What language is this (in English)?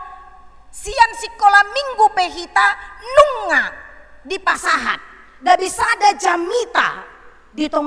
Batak Toba